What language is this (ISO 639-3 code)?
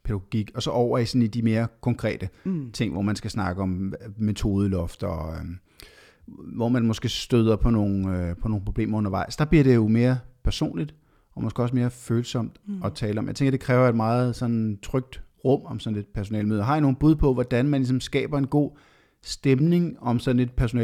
dan